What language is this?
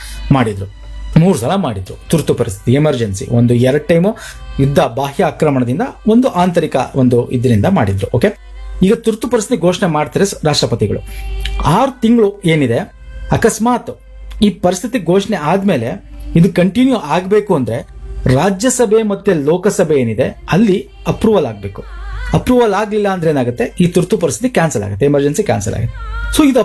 Kannada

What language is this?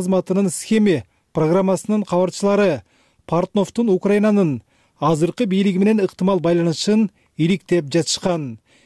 Kyrgyz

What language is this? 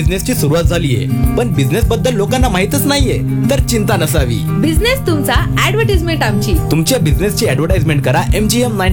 Marathi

